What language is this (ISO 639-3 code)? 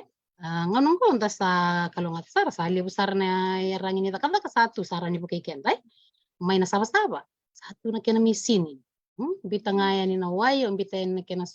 fij